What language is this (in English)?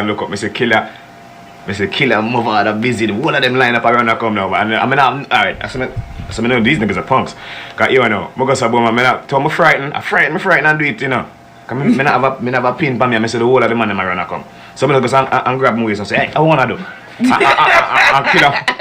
Jamaican Creole English